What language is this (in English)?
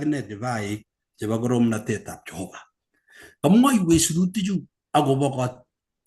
Kalenjin